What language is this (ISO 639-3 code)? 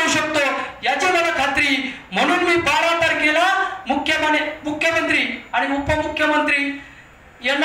mar